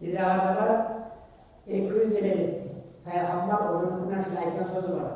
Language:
Kumyk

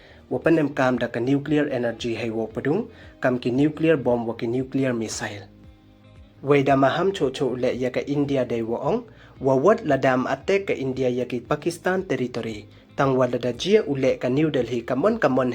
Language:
Pnar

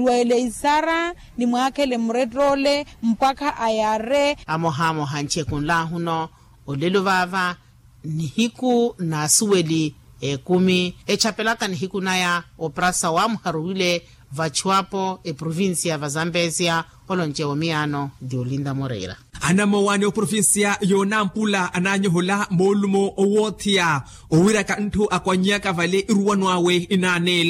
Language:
Makhuwa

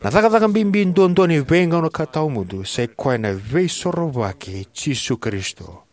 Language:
Fijian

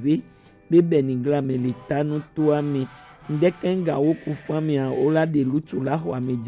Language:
Gen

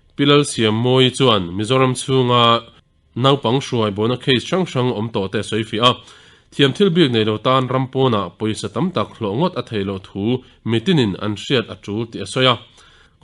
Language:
Mizo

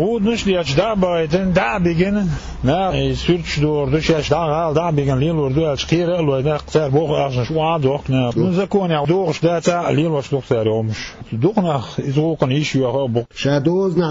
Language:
Chechen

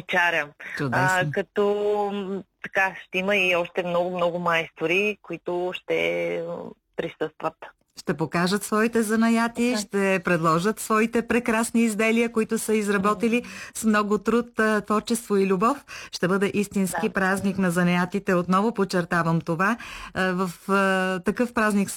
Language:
Bulgarian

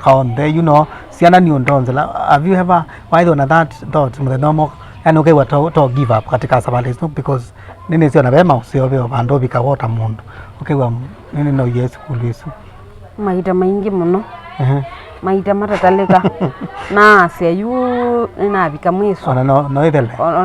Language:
Kamba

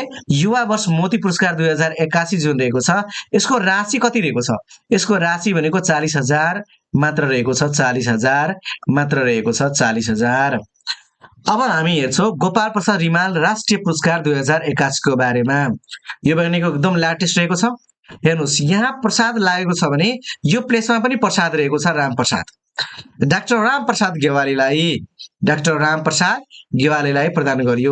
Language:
Nepali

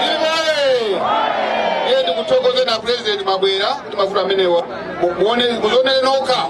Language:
Nyanja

